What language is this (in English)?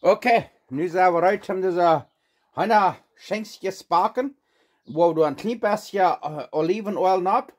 Plautdietsch